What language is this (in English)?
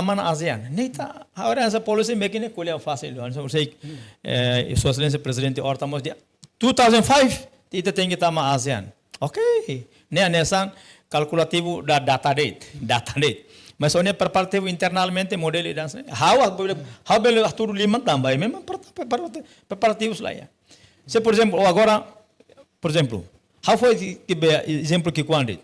Tetum